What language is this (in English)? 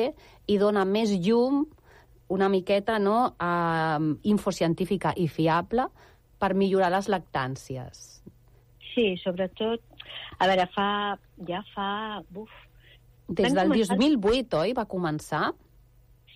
Catalan